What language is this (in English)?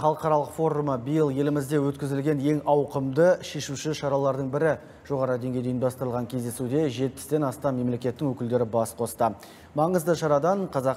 Kazakh